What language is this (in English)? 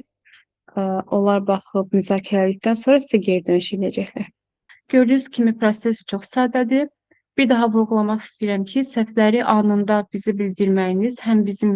Azerbaijani